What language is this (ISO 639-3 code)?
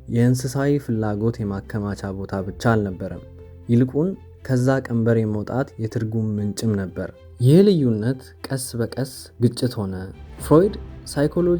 amh